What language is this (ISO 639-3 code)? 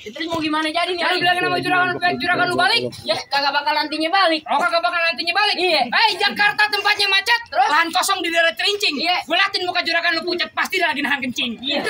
bew